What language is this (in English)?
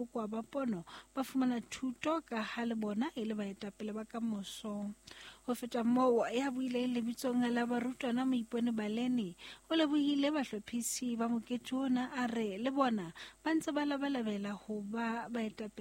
Southern Sotho